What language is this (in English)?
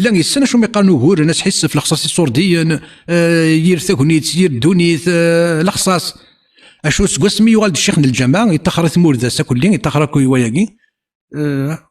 Kabyle